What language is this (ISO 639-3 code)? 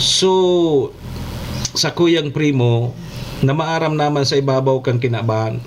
bik